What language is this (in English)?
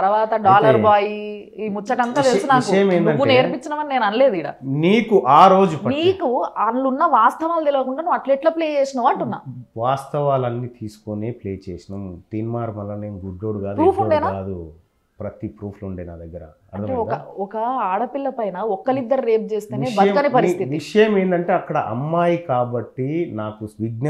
Telugu